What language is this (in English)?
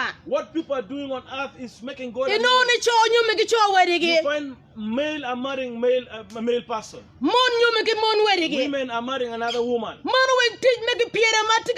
Acoli